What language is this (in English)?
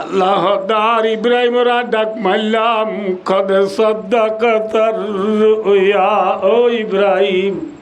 Rohingya